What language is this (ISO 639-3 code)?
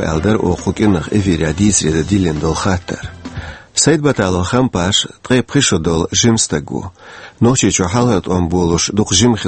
che